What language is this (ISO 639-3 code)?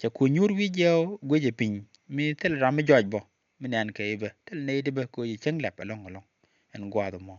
nus